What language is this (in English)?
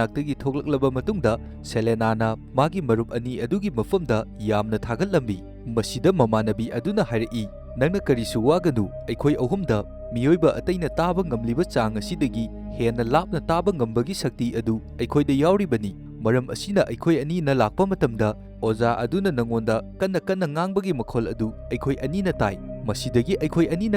Manipuri